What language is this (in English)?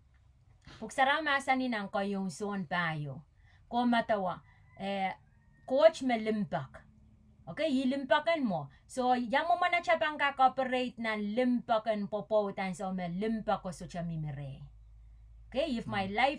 Pohnpeian